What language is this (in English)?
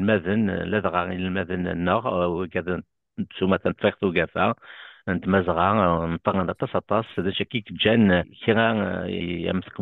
Kabyle